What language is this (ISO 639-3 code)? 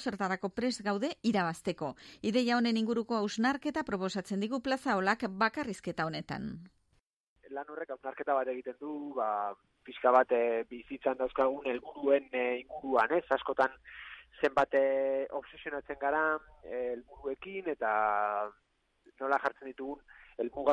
eus